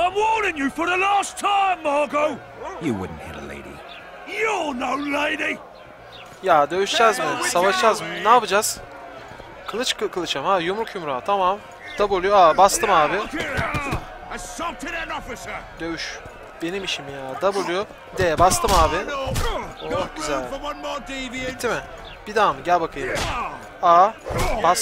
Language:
Turkish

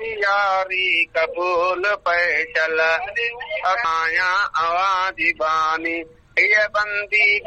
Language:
Sindhi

